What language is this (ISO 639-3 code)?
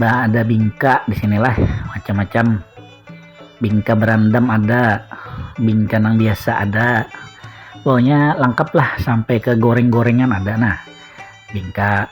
bjn